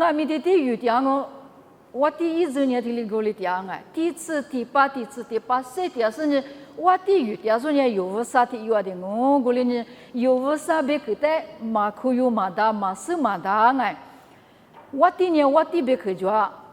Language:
Lisu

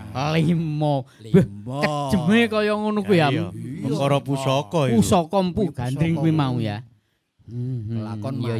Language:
Javanese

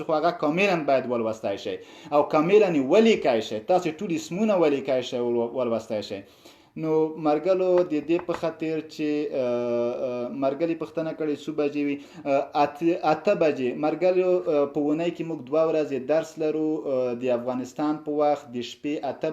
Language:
Pashto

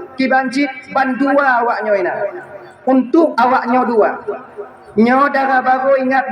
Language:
Achinese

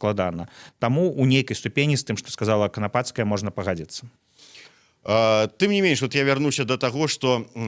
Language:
Belarusian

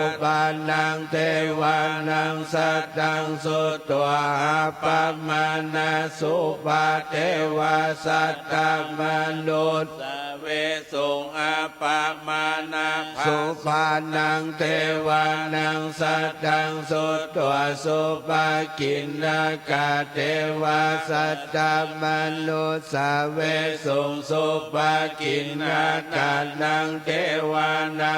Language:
Pali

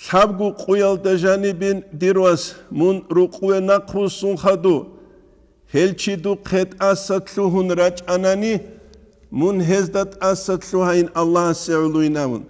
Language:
Avaric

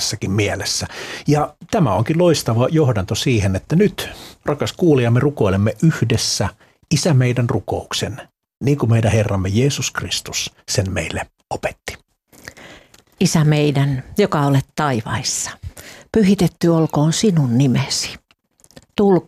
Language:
Finnish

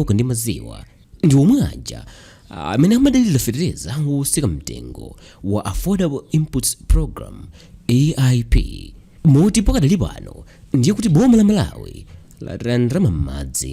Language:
Nyanja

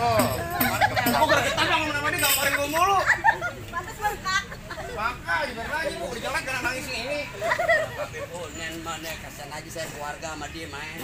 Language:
Betawi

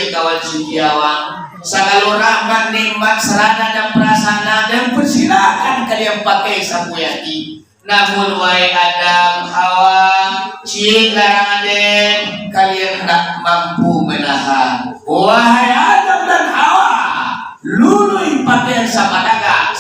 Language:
Minangkabau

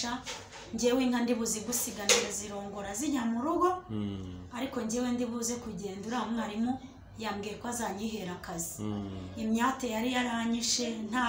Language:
Kinyarwanda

